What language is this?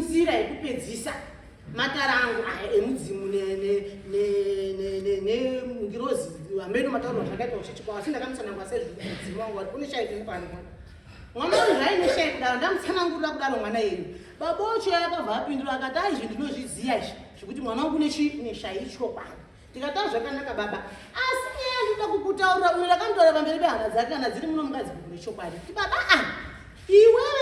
Shona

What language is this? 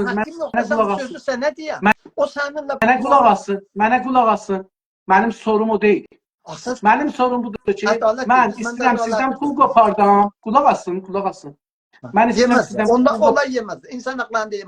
South Azerbaijani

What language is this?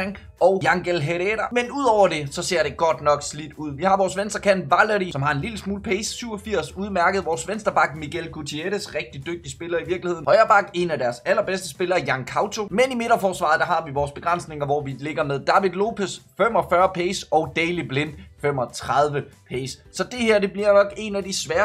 Danish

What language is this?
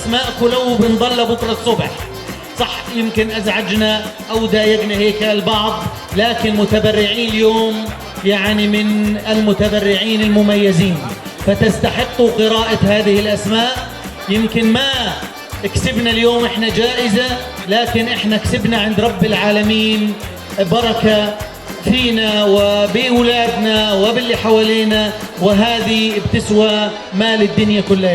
North Levantine Arabic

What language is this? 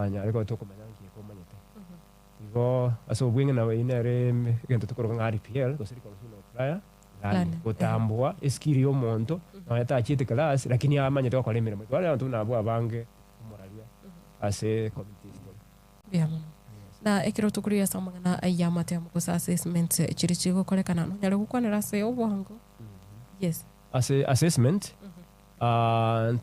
Gusii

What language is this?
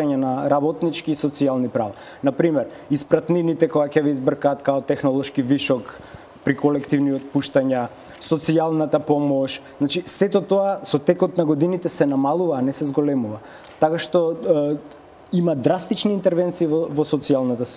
Macedonian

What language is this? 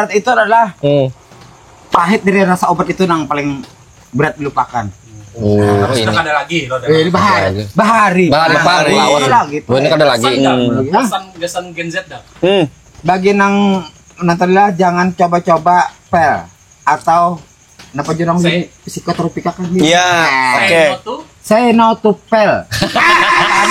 Banjar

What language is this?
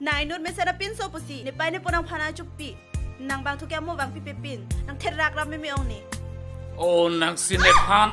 Karbi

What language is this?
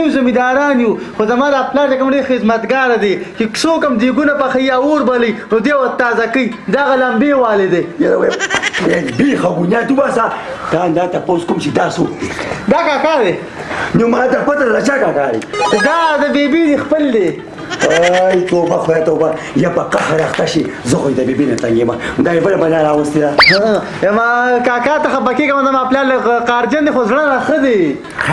Pashto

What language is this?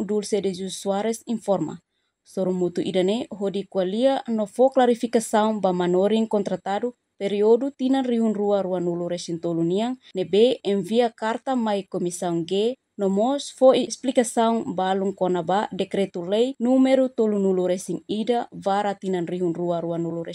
Tetum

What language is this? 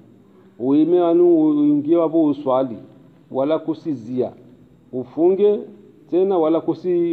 Swahili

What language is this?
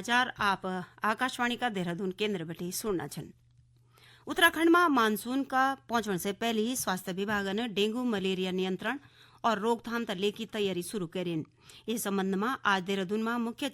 Garhwali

